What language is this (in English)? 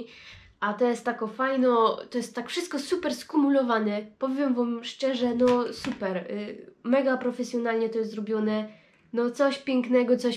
Silesian